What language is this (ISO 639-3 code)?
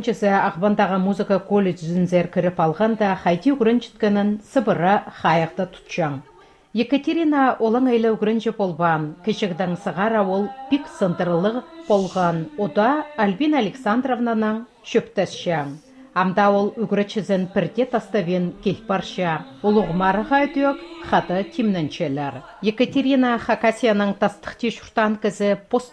kjh